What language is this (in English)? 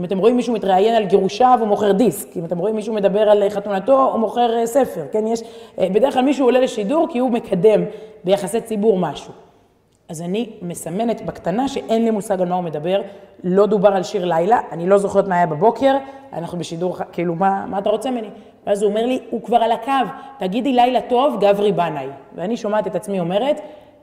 Hebrew